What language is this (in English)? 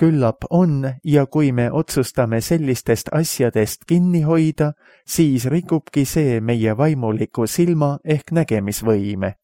Estonian